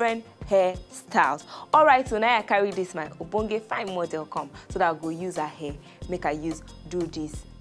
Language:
Nigerian Pidgin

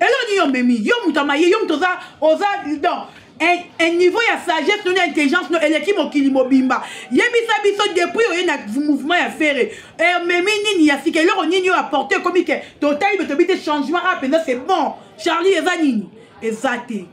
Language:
Lingala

